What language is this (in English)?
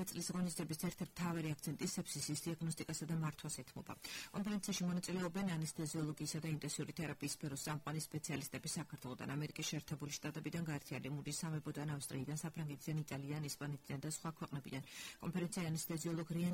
Georgian